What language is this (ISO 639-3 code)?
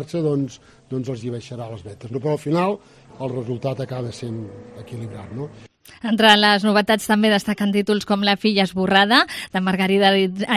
cat